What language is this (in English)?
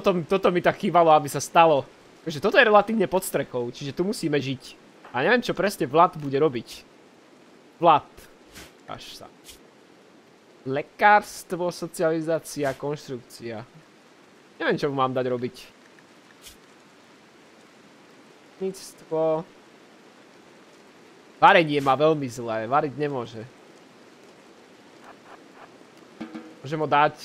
Slovak